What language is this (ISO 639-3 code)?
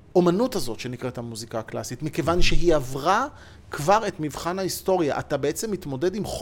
heb